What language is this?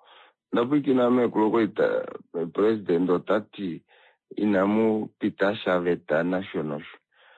Kuanyama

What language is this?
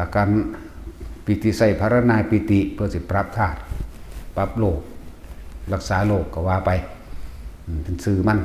Northeastern Thai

